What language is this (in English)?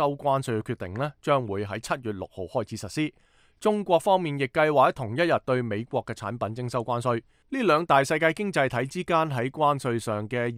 Cantonese